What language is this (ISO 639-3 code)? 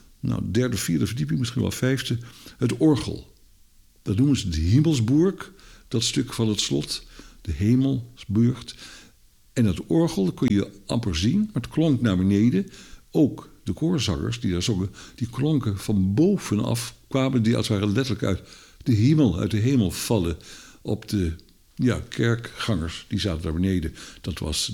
nld